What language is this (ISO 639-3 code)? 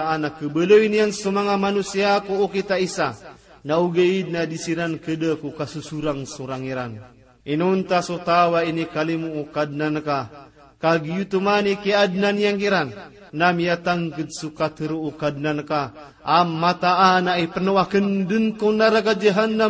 mrw